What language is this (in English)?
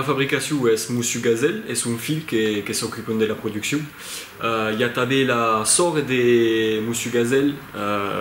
Occitan